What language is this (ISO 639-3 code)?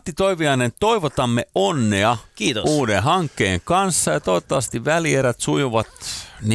fin